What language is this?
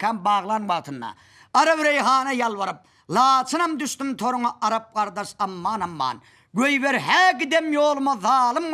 Turkmen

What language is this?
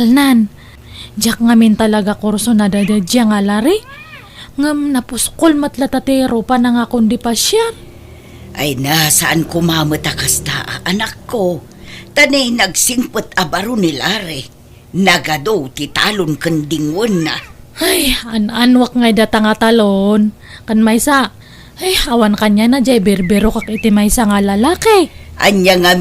Iloko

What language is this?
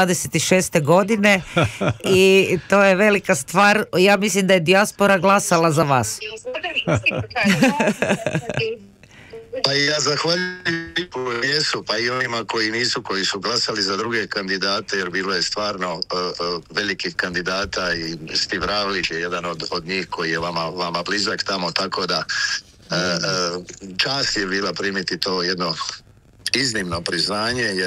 Croatian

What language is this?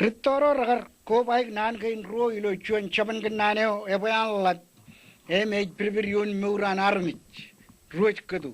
Marshallese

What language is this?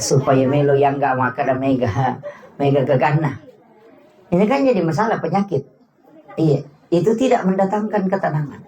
Buginese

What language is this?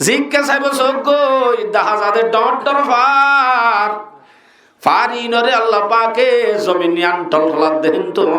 Rohingya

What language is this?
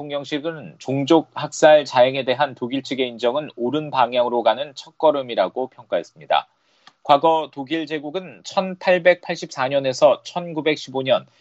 Korean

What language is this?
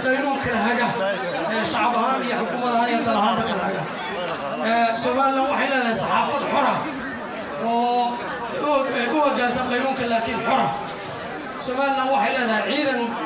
Somali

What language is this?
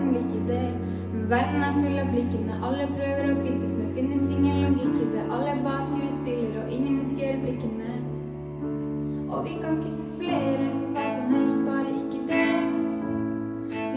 Norwegian Bokmål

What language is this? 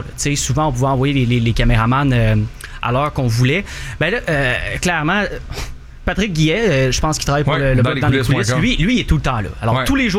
French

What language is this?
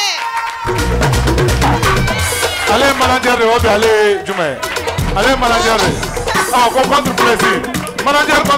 French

